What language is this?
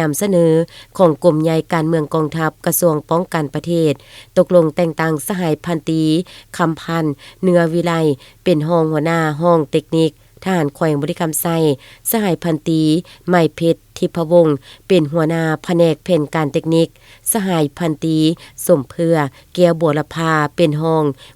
Lao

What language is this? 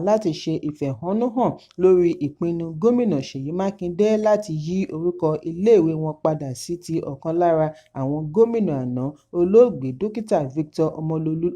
Yoruba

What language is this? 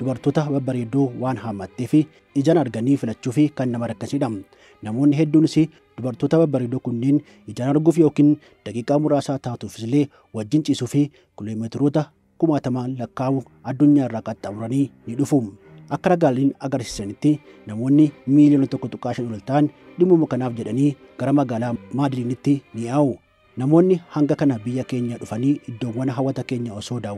Oromo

